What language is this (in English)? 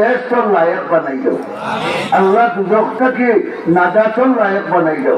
Sylheti